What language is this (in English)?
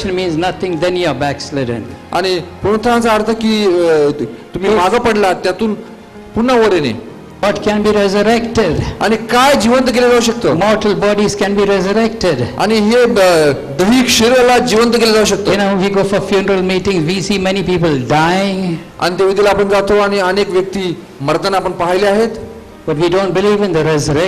Marathi